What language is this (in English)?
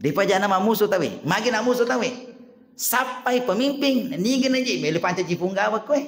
Buginese